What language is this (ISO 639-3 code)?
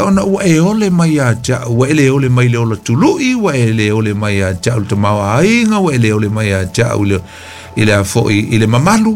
smo